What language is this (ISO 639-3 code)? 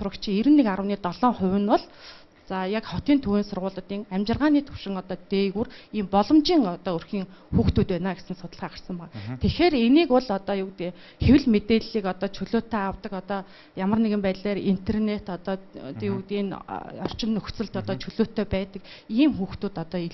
mon